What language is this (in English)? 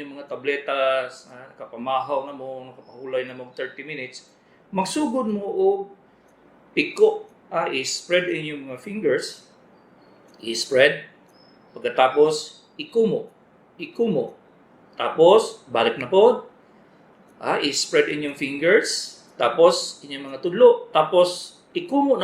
Cebuano